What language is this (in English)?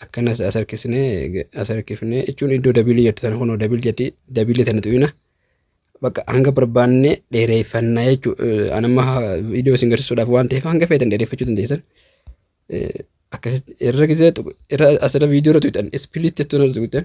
Oromo